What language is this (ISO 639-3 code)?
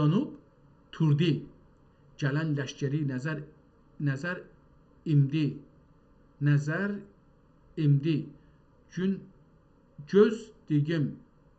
azb